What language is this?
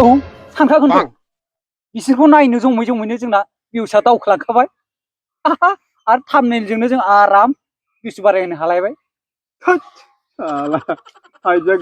Bodo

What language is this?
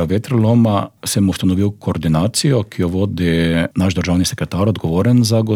Slovenian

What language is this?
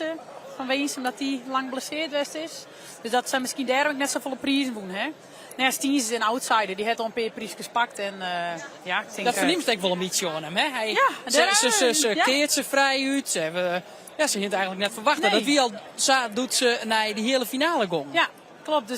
Western Frisian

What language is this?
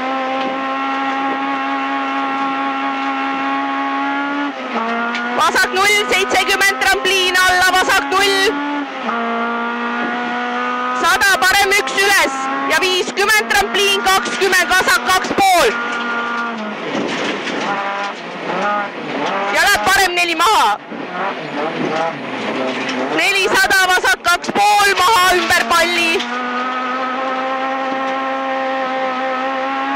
Estonian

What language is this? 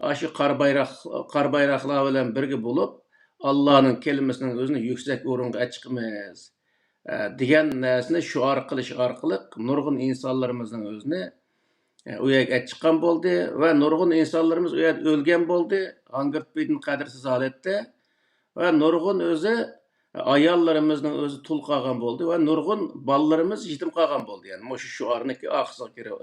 Uyghur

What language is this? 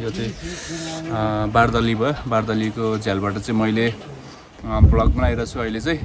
Nepali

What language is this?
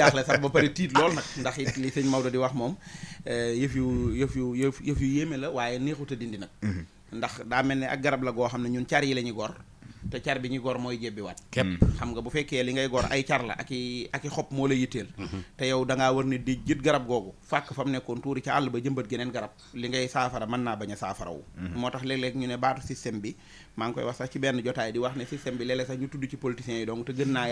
Wolof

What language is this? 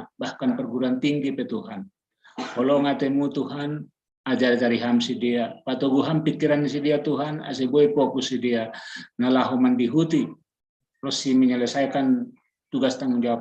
Batak Simalungun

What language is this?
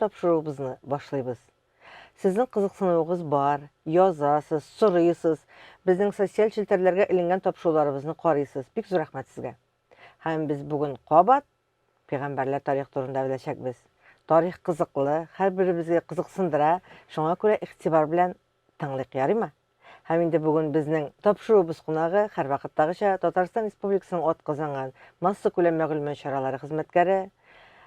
Tatar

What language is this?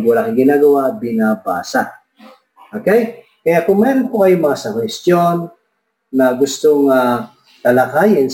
Filipino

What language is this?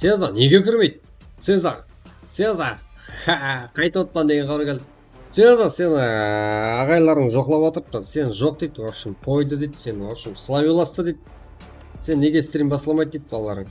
Kara-Kalpak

